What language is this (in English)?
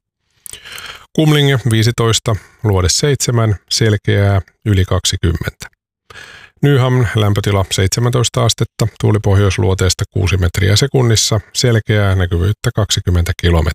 Finnish